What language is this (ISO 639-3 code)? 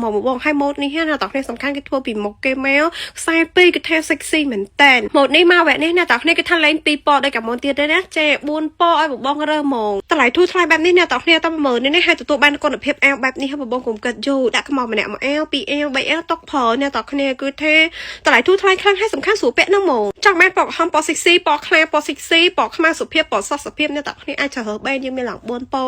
khm